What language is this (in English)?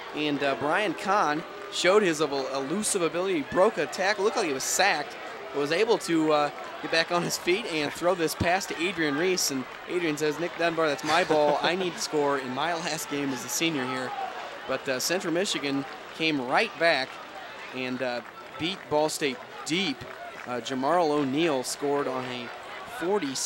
English